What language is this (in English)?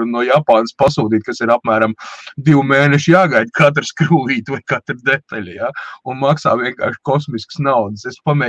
Latvian